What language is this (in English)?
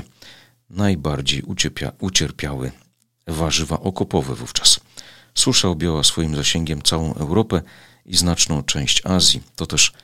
Polish